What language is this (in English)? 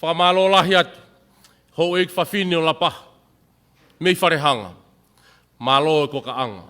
Tongan